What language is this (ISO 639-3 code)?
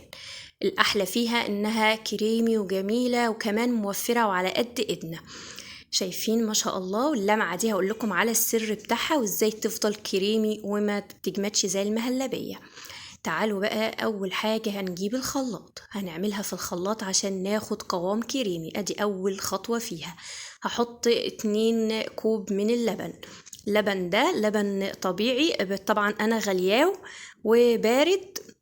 arz